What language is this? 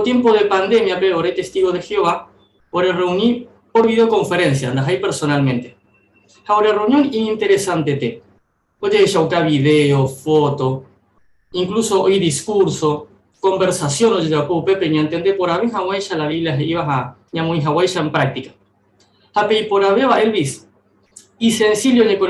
Guarani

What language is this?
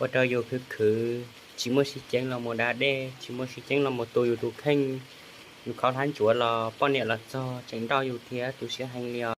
Hmong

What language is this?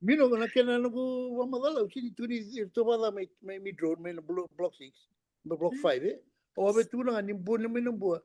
Fijian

